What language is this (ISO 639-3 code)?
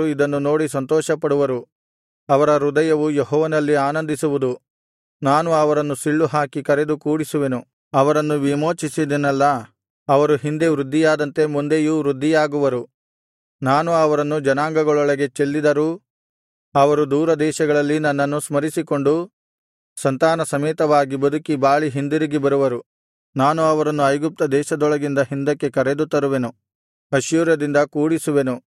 kan